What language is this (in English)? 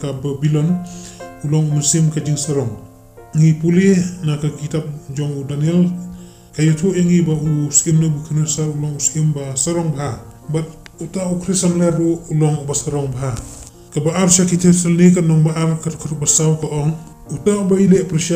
Khasi